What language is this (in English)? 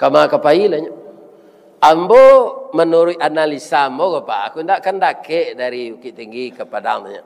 Minangkabau